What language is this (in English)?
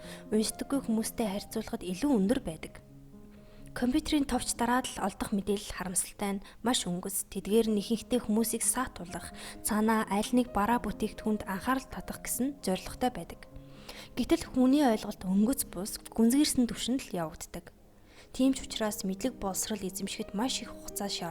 Mongolian